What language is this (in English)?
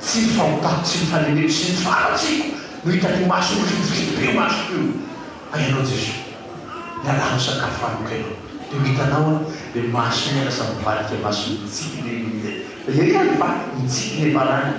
Malagasy